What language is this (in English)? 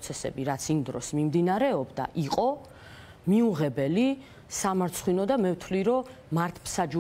Georgian